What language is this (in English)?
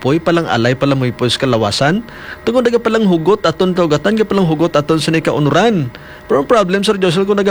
Hiligaynon